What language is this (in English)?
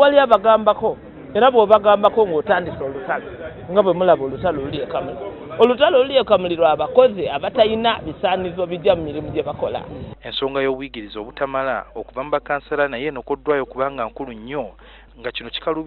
Ganda